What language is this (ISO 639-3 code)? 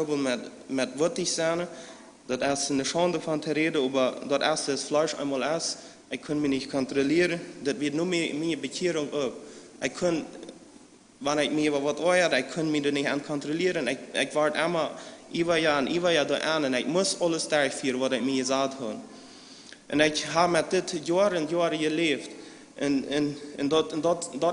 pdt